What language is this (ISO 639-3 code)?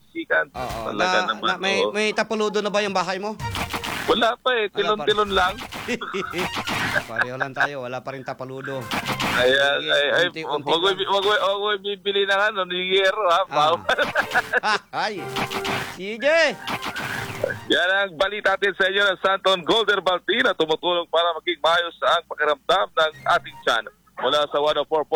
fil